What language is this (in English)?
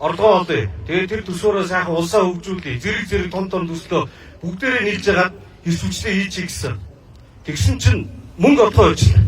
Mongolian